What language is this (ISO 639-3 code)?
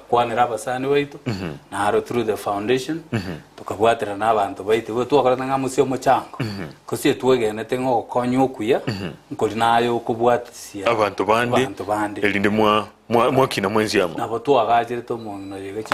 guz